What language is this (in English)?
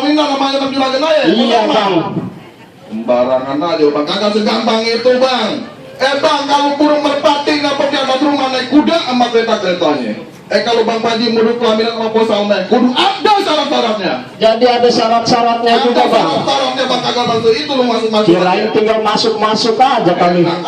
Betawi